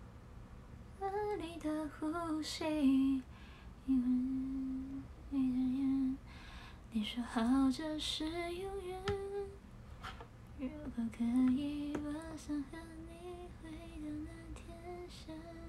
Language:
Chinese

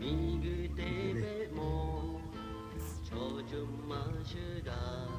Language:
Lahu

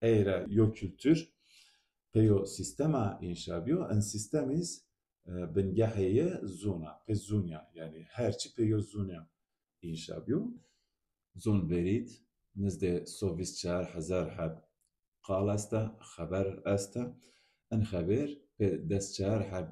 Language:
Zaza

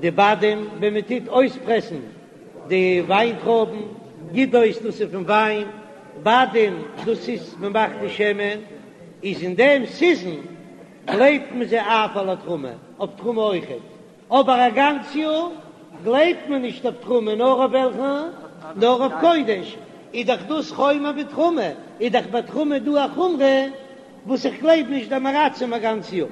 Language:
Yiddish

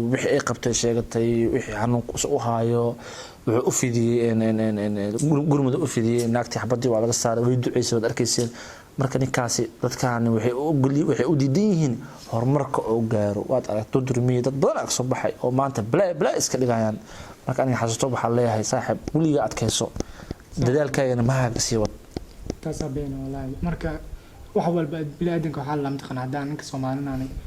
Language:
Somali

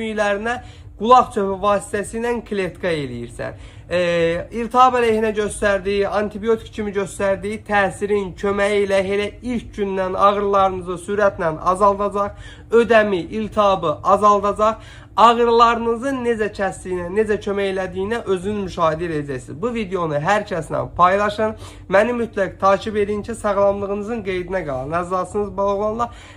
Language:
Azerbaijani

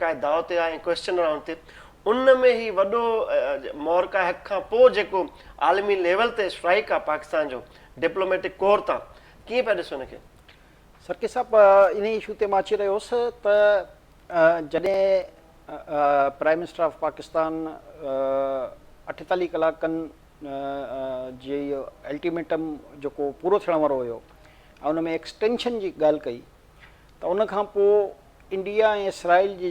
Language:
Sindhi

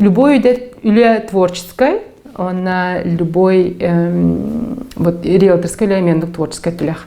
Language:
Yakut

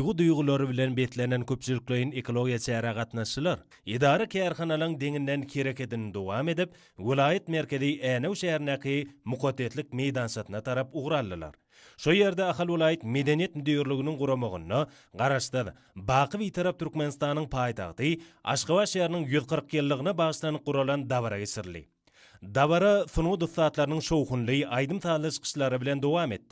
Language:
Turkmen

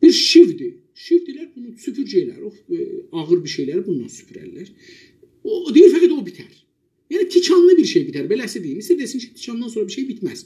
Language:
South Azerbaijani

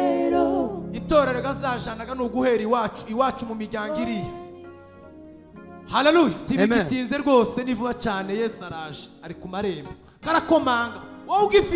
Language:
Kinyarwanda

